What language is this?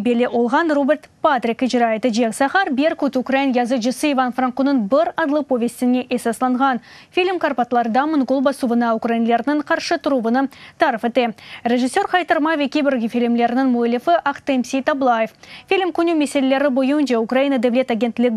Crimean Tatar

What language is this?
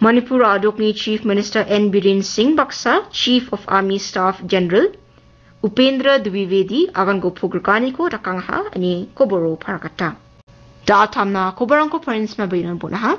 Garo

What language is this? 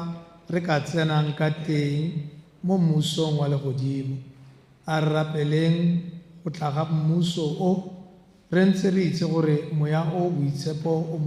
Tswana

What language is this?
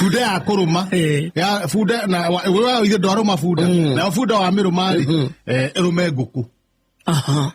Kikuyu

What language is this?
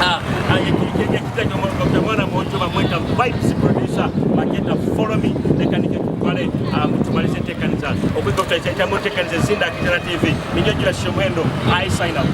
Nyoro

